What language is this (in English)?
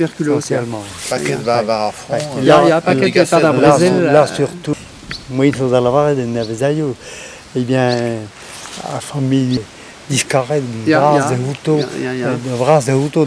Breton